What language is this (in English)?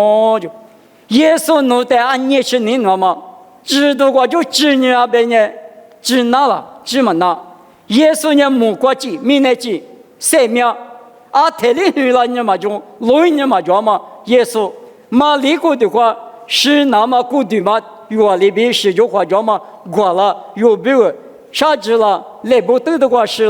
Lisu